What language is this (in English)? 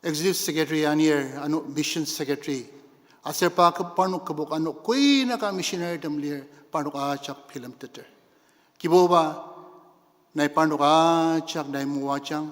Ao Naga